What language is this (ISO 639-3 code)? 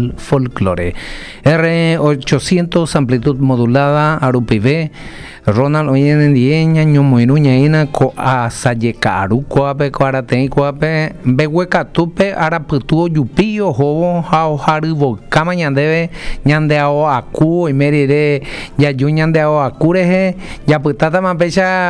grn